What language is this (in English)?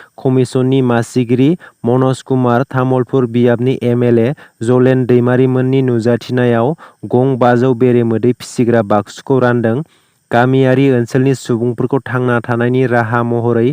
Bodo